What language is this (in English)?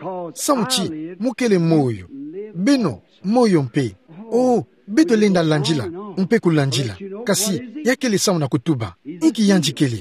Kituba (Democratic Republic of Congo)